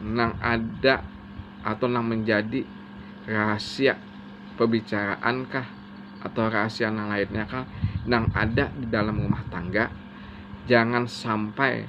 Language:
Banjar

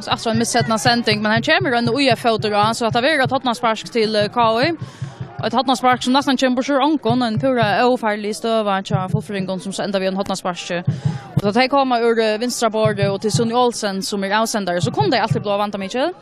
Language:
Faroese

